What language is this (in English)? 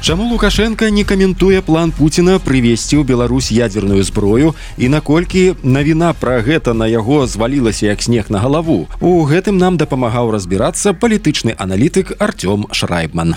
Belarusian